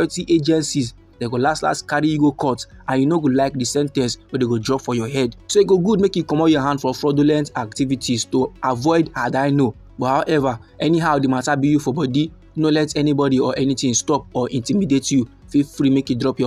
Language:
Nigerian Pidgin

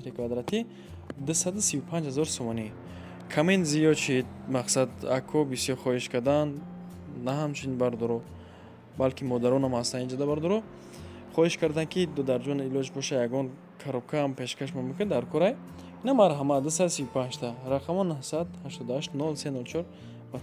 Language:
Tajik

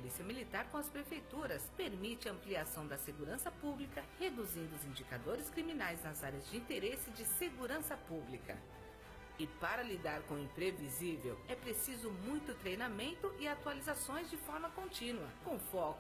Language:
Portuguese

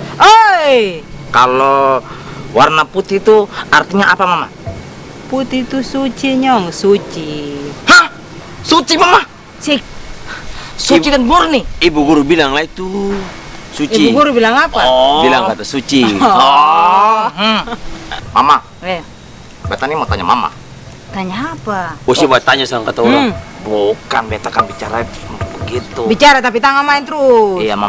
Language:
Ambonese Malay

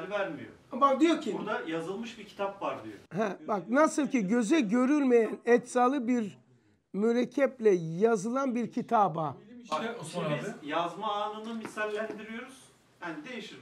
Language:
Turkish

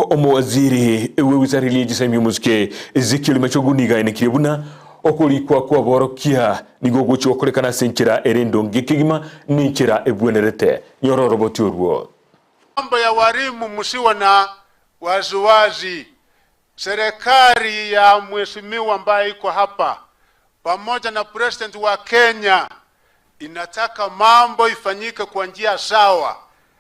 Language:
Gusii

